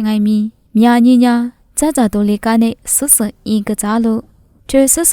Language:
Lisu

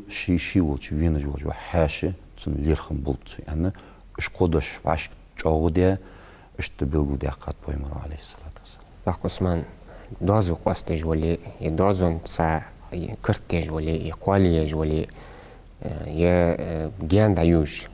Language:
Ingush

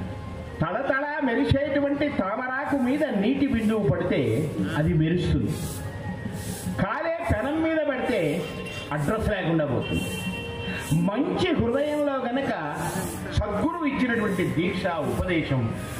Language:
Telugu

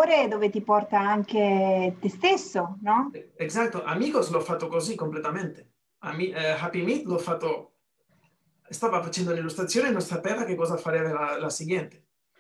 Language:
Italian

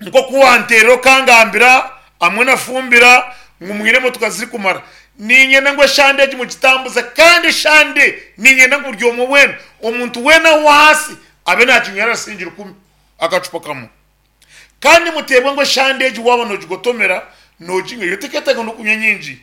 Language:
Nyankole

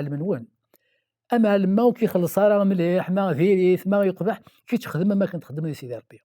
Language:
Kabyle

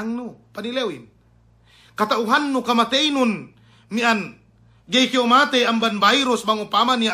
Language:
Yakan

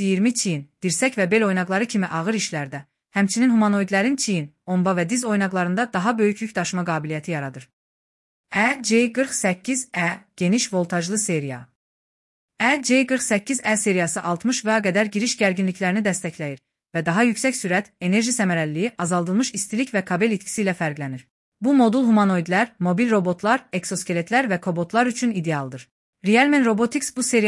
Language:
Azerbaijani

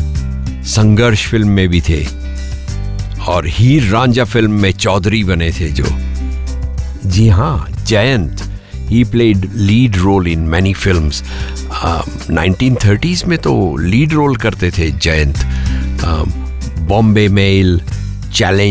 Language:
Hindi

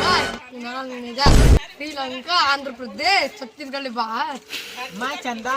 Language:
Chhattisgarhi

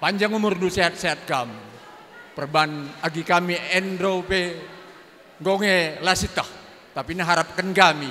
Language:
Batak Karo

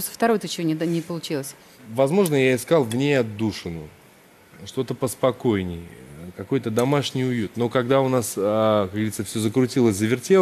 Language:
Russian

